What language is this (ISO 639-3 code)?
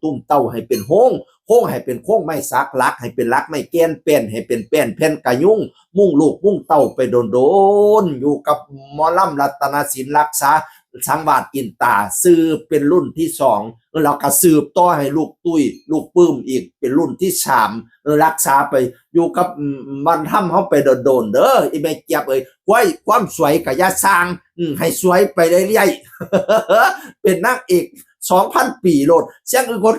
tts